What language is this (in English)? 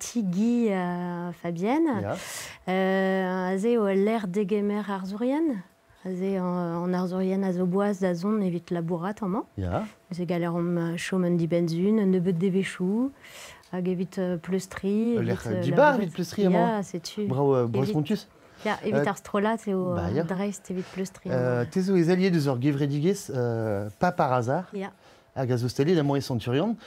Breton